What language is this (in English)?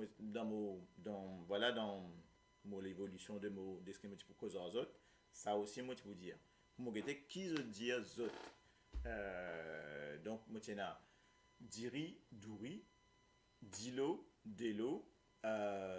Morisyen